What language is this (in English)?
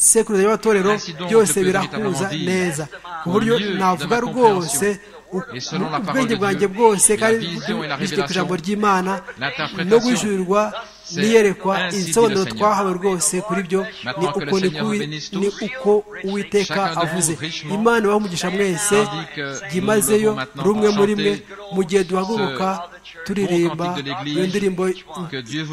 Kinyarwanda